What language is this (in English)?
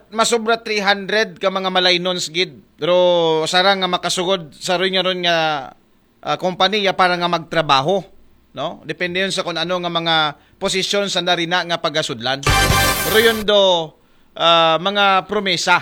Aklanon